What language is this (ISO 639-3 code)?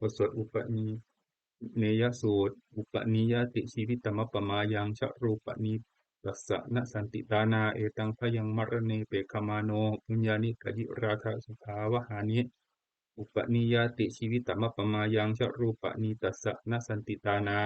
pli